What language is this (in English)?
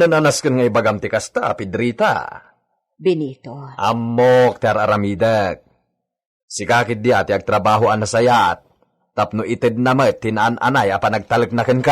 Iloko